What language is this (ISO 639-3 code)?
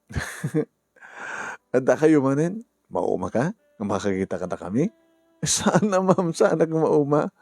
ilo